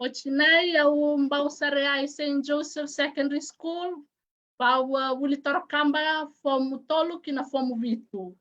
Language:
Fijian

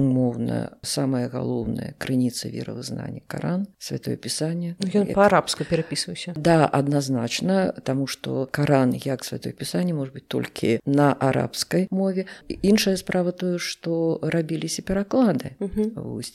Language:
Belarusian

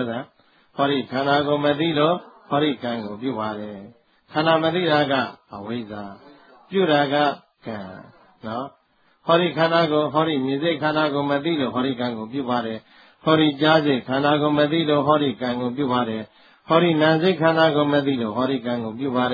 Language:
Burmese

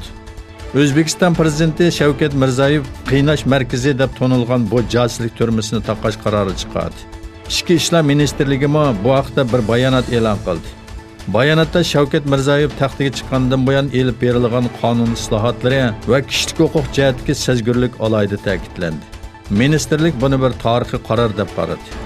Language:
Uyghur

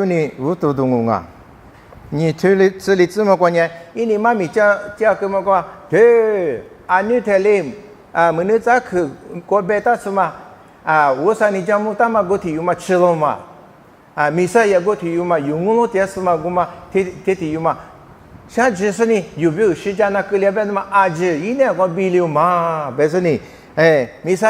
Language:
Lisu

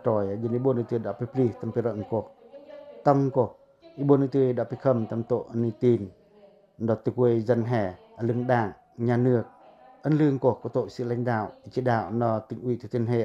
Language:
Pacoh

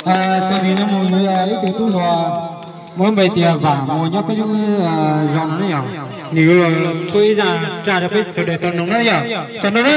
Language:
Hmong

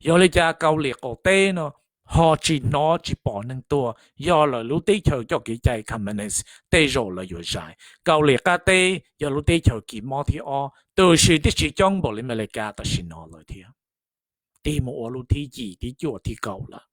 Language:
Hmong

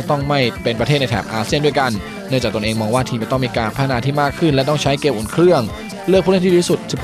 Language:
Thai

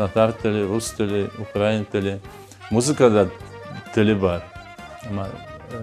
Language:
Crimean Tatar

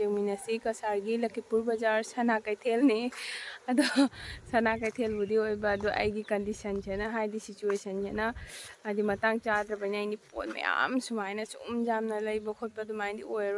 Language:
Manipuri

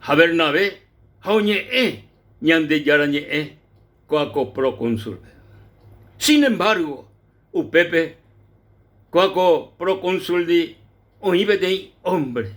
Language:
Guarani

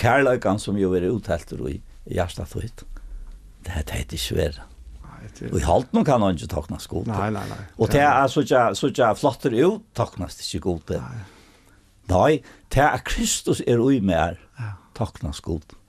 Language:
Faroese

